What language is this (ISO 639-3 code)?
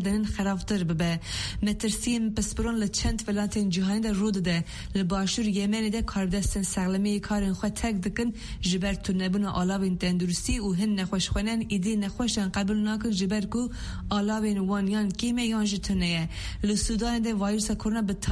kur